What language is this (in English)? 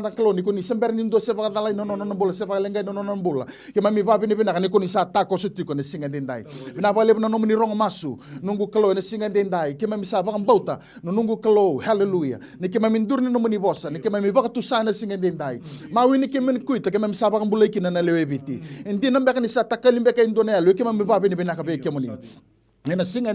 Fijian